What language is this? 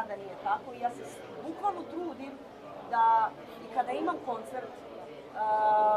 Serbian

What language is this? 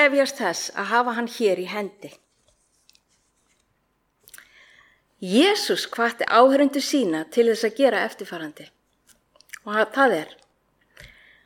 Icelandic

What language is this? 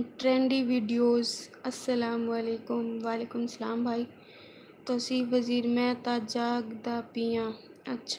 Saraiki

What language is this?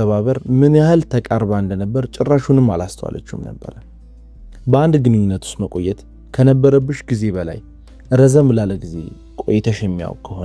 Amharic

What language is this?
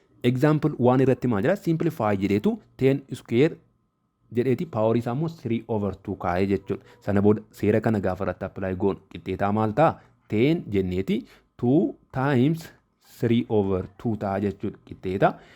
Oromo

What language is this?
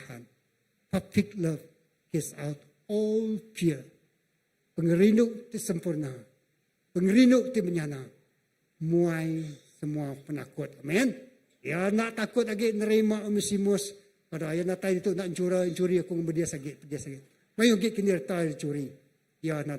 Iban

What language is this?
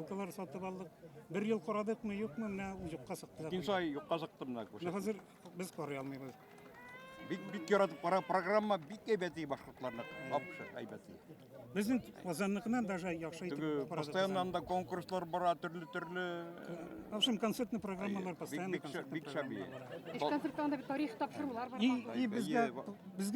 Bashkir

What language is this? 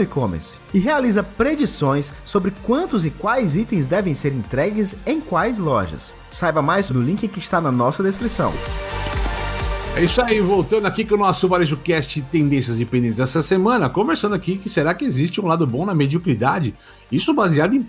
Portuguese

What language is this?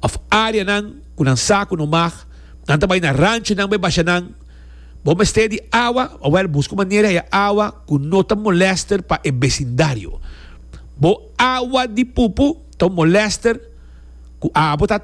Papiamento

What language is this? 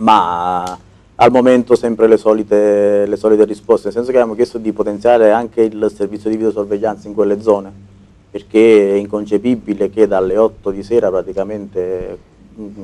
Italian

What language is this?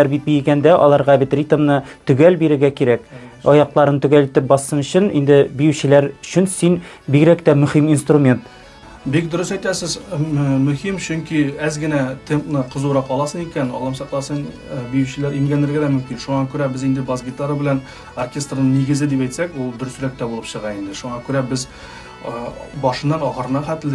Tatar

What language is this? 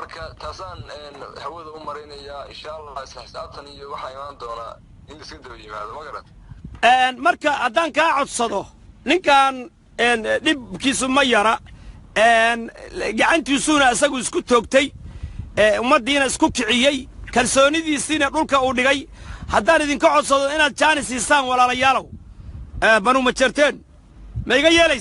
Somali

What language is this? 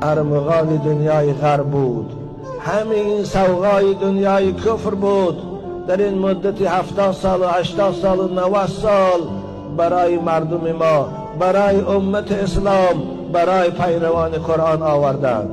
Tajik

